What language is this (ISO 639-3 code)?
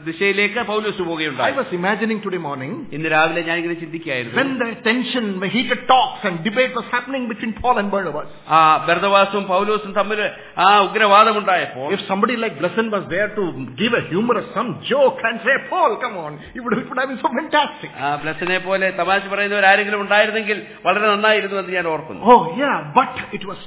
mal